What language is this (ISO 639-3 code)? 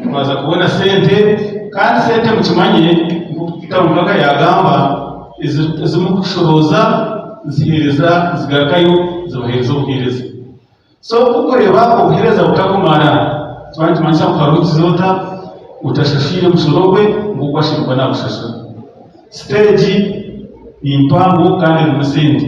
nyn